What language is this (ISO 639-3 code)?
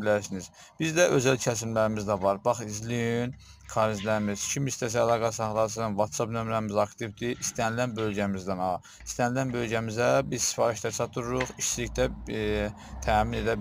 aze